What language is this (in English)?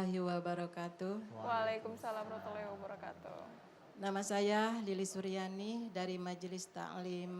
Musi